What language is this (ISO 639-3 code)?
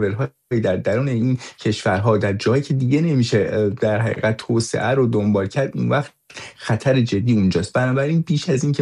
fas